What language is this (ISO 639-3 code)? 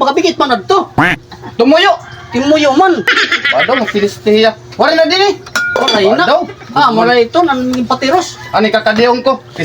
war